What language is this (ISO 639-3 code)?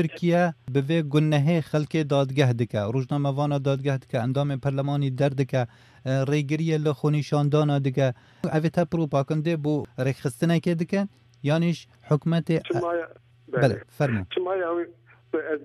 kur